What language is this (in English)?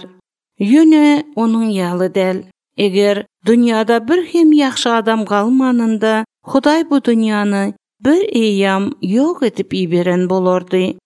Turkmen